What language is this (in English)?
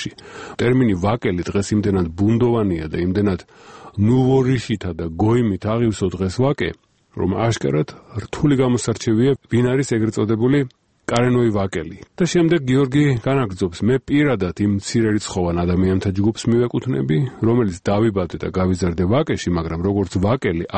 Georgian